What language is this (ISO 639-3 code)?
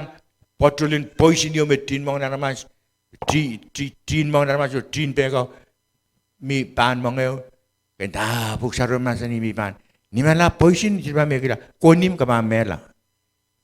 pon